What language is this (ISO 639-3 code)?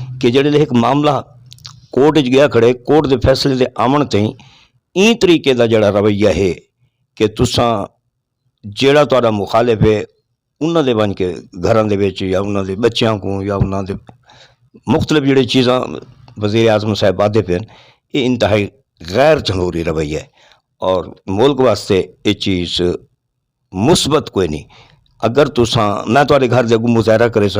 skr